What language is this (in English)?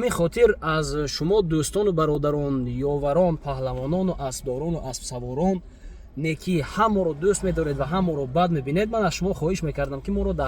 Tajik